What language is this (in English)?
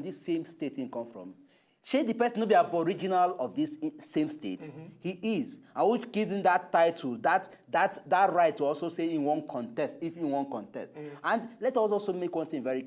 Nigerian Pidgin